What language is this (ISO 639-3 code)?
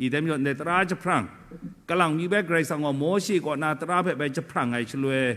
kac